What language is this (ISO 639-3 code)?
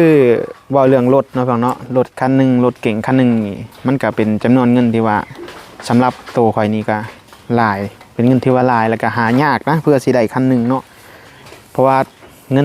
tts